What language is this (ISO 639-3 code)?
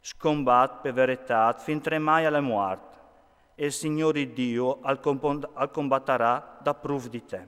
fur